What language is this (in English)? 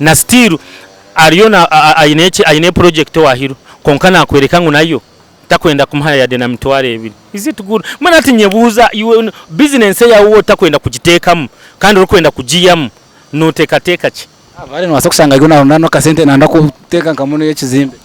Nyankole